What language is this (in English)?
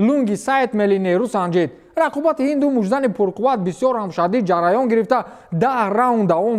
Tajik